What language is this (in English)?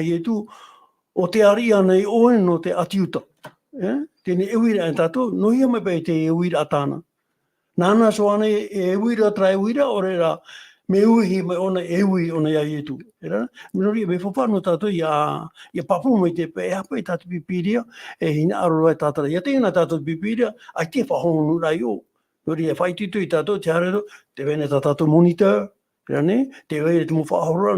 Tahitian